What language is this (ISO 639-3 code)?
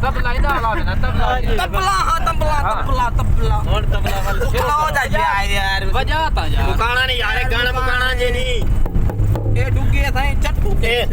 skr